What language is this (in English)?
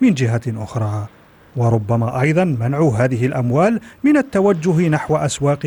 Arabic